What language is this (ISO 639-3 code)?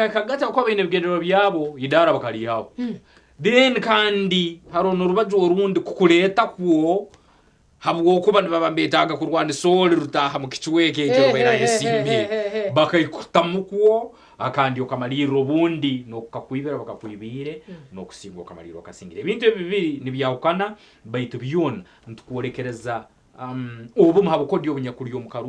nyn